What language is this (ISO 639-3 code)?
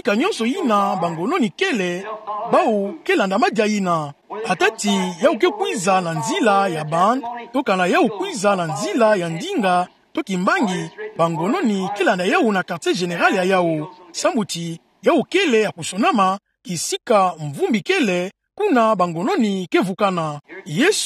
ktu